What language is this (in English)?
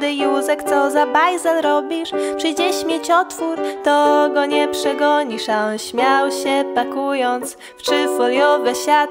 Polish